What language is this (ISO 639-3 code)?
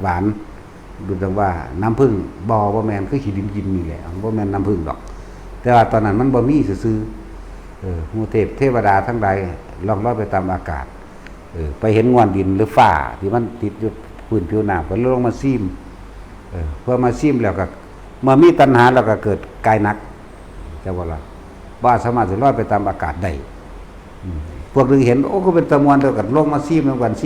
tts